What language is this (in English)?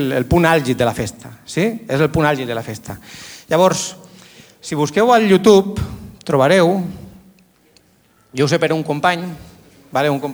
Catalan